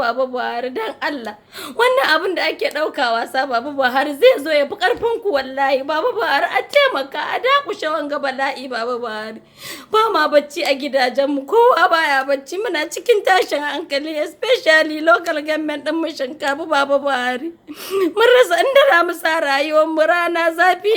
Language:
Hausa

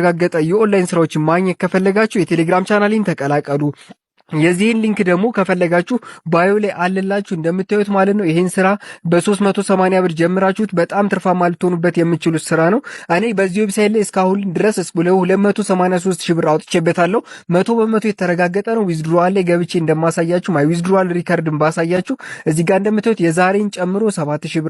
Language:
Amharic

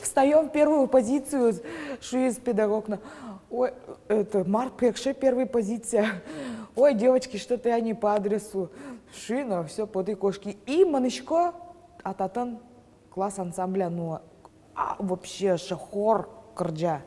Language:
Udmurt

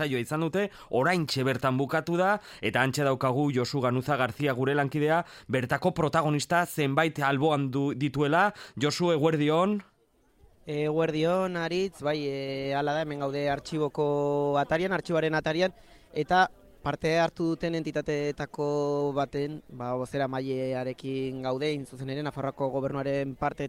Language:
Basque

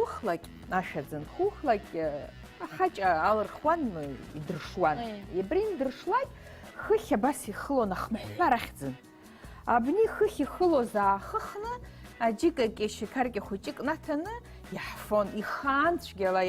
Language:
Abkhazian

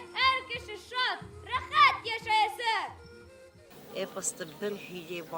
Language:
Bashkir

